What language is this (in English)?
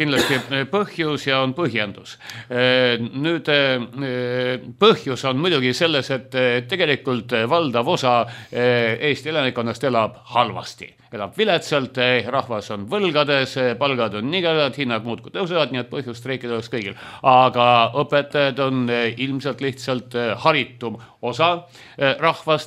Estonian